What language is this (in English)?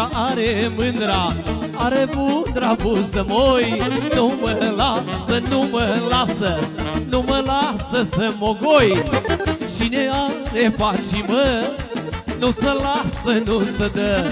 Romanian